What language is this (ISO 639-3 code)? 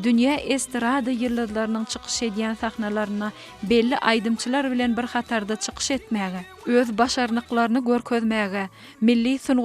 tuk